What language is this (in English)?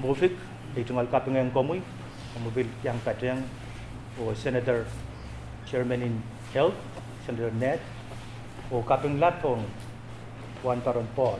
Pohnpeian